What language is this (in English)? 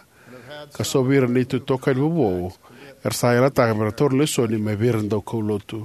Fijian